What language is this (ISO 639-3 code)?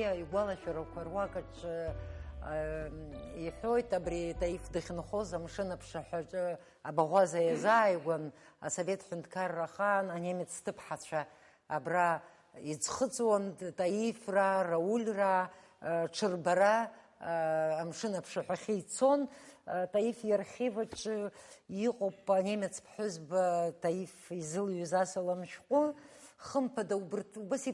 abk